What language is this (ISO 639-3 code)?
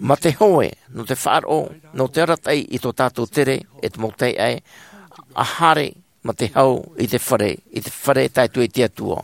tah